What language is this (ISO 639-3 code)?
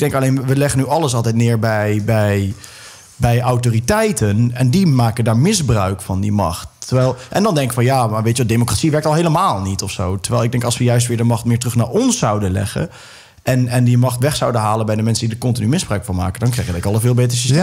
nld